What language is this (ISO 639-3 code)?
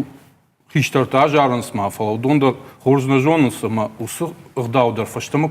oss